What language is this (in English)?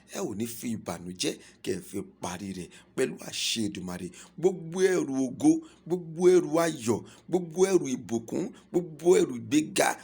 Yoruba